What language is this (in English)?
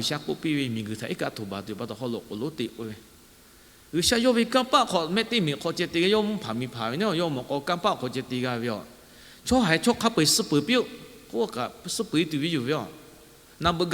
Lahu